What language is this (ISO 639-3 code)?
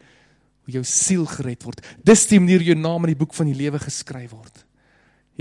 afr